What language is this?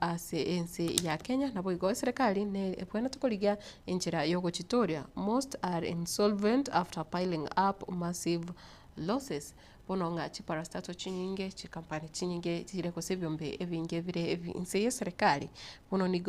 Gusii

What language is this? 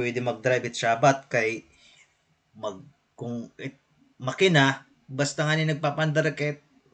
Waray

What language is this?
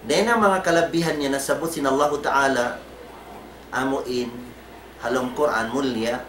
Tausug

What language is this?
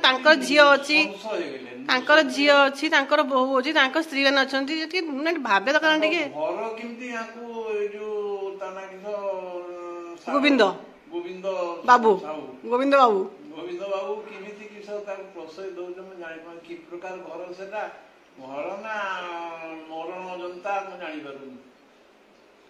Odia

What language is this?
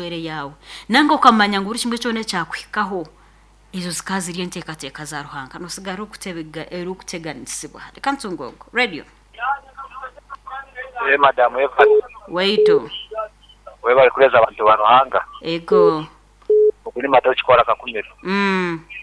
Nyankole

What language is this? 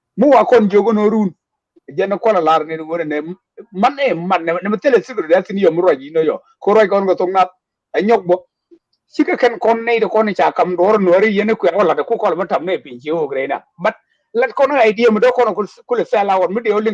Nuer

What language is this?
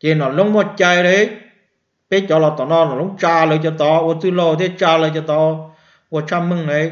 Hmong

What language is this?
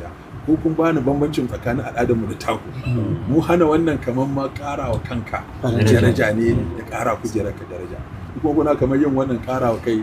Hausa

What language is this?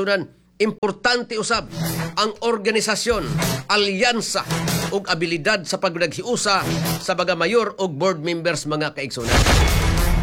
Cebuano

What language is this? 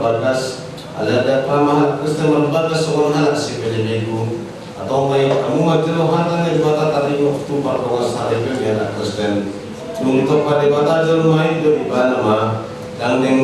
Batak Toba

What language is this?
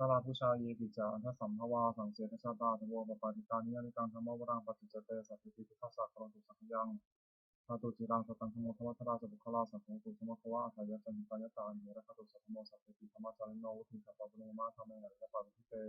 Pali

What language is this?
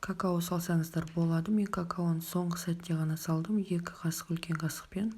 Kazakh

